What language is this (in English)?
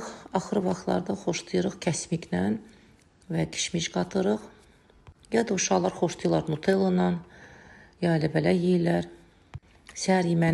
Azerbaijani